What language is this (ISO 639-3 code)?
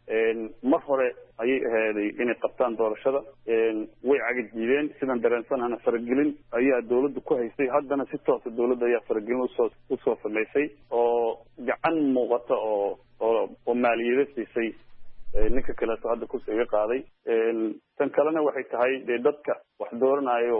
som